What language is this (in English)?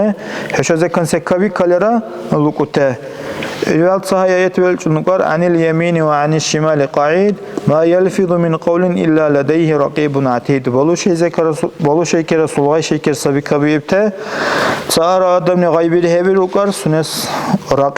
Dargwa